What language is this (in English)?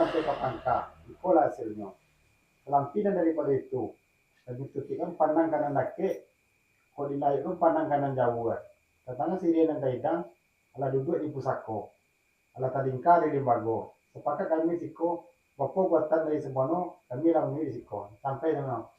Minangkabau